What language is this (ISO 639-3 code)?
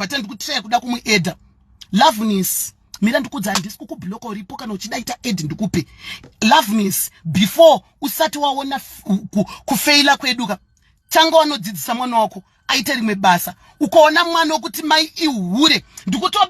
sna